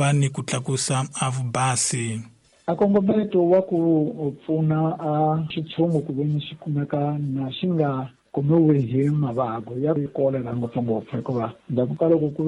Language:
Tsonga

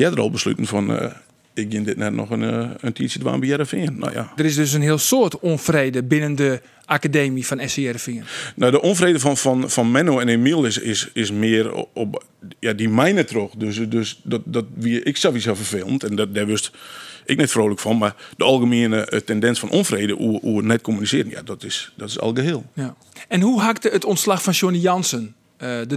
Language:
Western Frisian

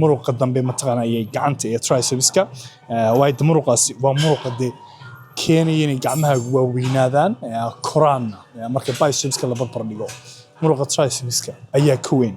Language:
Somali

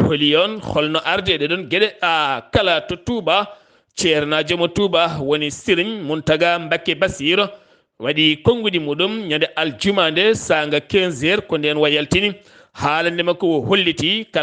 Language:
Fula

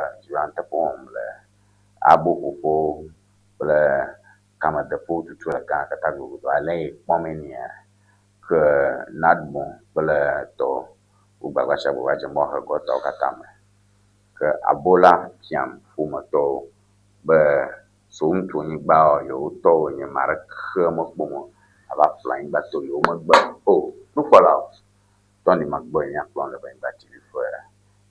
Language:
Ewe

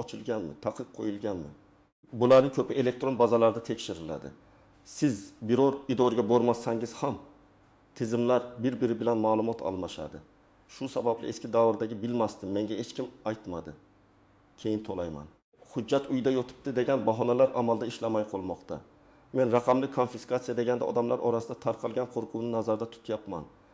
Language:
Uzbek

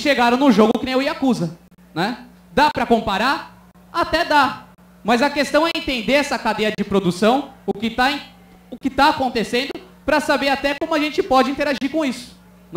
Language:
Portuguese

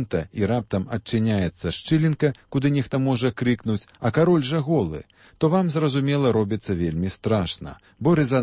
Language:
Belarusian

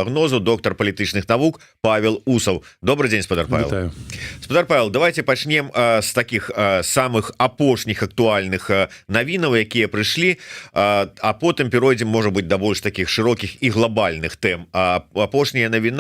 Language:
Belarusian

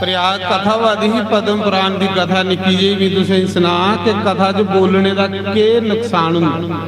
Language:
Dogri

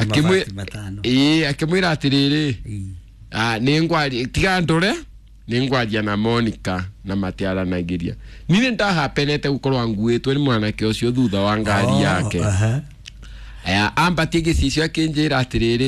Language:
Kikuyu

